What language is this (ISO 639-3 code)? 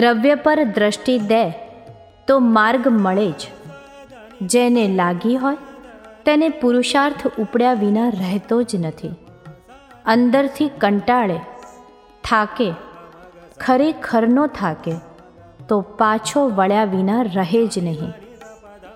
guj